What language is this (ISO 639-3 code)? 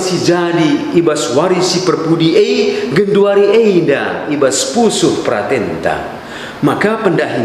btx